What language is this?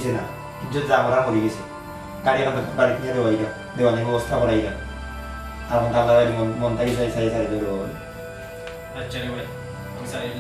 Sylheti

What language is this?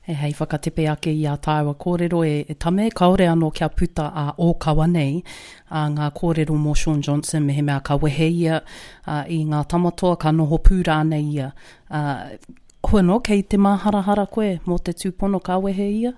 Māori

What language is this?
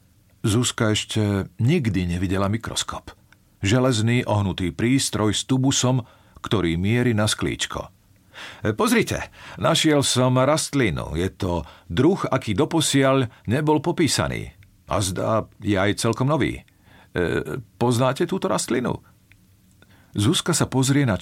Slovak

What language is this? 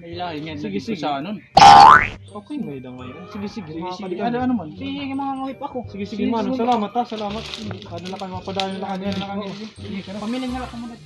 Waray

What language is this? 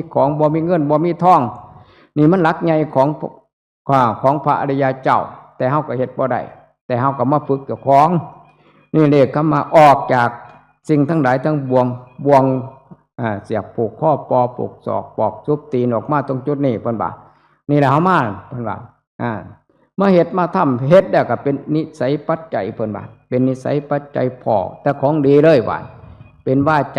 Northeastern Thai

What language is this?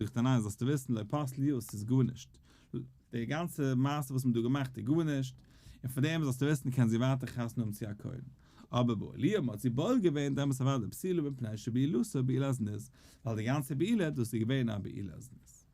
Yiddish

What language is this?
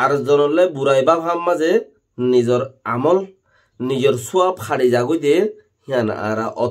Rohingya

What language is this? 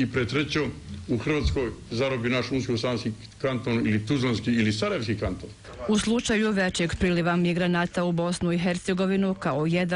Bosnian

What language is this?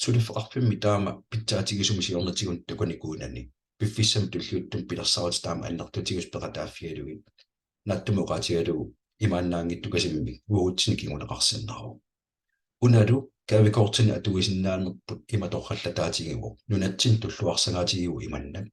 Kalaallisut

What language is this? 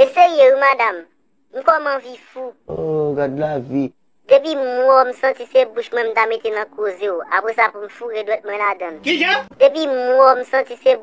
Haitian Creole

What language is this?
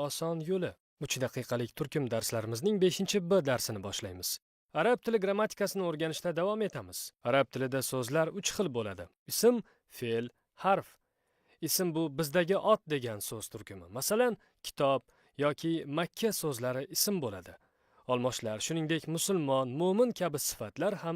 Uzbek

